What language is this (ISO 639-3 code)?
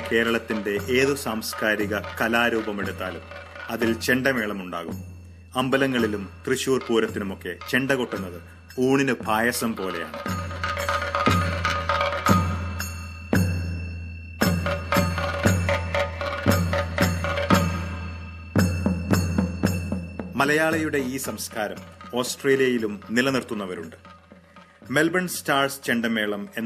mal